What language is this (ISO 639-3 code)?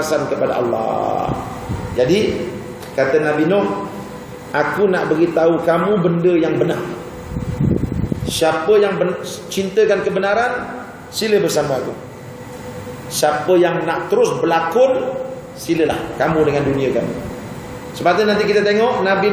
msa